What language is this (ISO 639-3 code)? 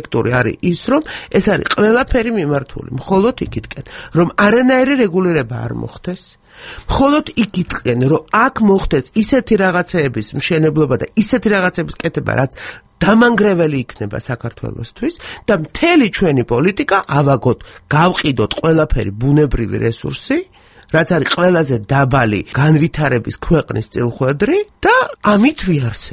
kat